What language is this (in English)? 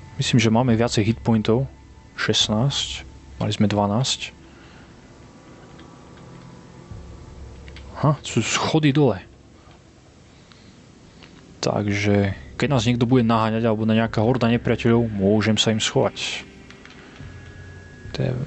Slovak